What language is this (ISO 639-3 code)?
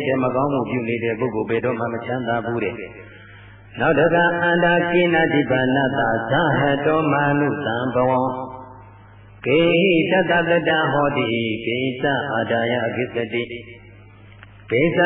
mya